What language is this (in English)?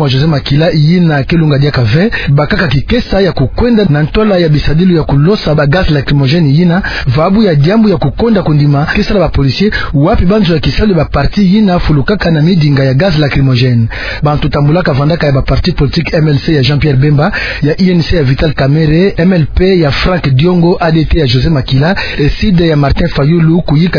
Kituba (Democratic Republic of Congo)